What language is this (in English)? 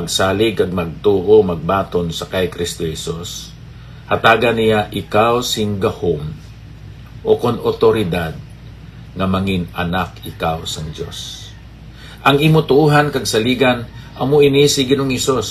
Hiligaynon